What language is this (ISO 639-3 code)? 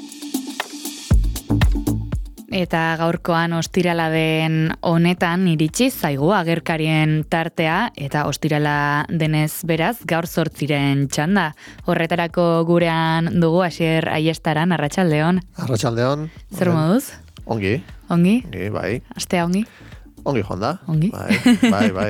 eus